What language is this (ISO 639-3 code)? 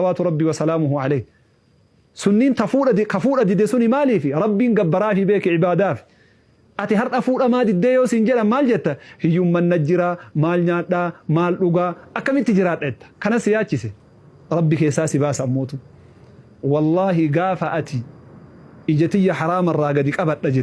orm